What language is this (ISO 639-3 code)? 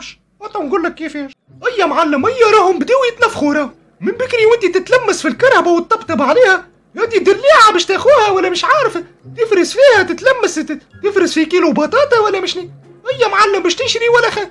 aeb